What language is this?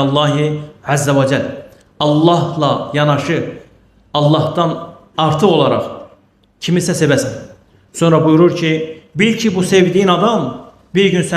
Azerbaijani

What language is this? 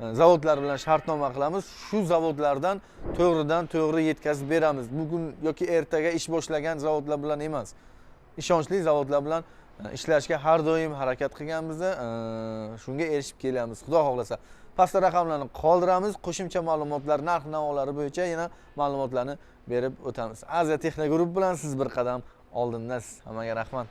Uzbek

